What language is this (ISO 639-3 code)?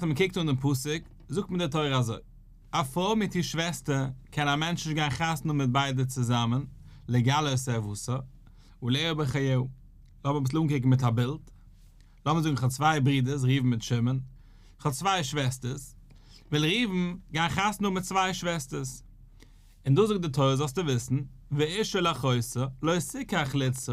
yid